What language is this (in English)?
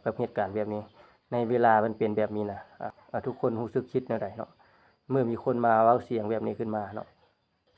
Lao